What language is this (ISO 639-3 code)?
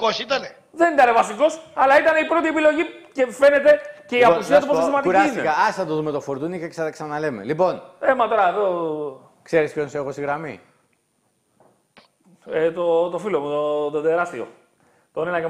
ell